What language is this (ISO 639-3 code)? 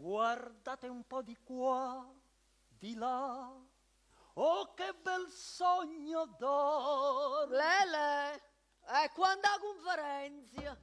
nap